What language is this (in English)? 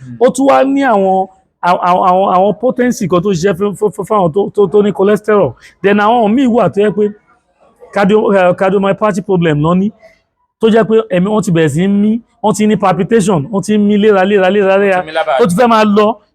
Yoruba